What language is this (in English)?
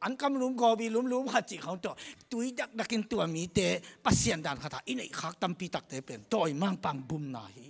Tedim Chin